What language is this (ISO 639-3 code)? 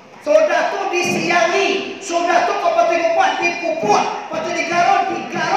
min